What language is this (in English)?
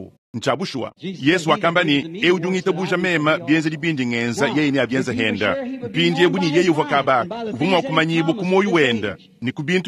Luba-Lulua